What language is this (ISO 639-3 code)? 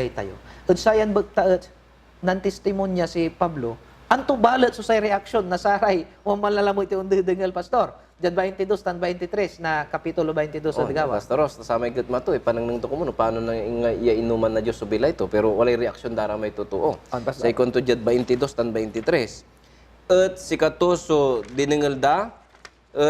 pag